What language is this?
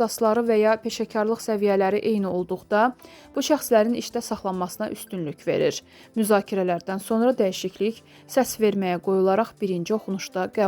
Azerbaijani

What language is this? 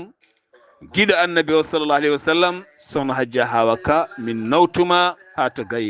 Fula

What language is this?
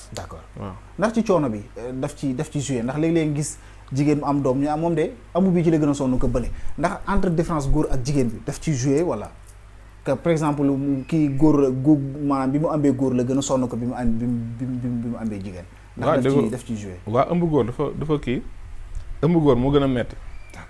Wolof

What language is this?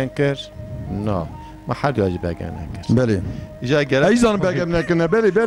Persian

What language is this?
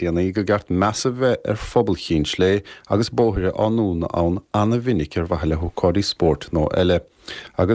Irish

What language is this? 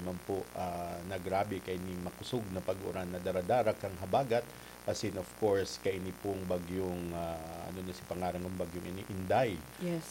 Bikol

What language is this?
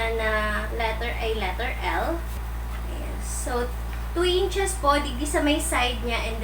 Bikol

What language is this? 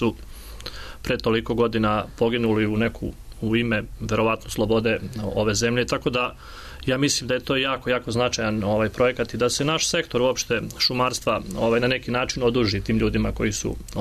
Serbian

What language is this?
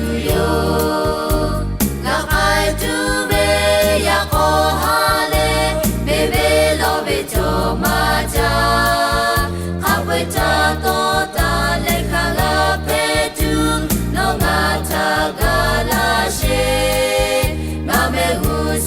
Lahu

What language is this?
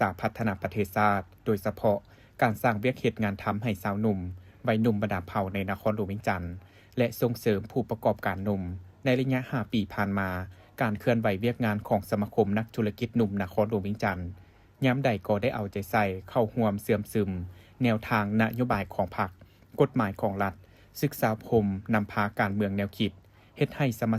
Lao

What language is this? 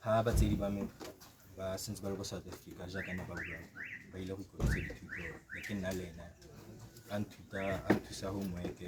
Tswana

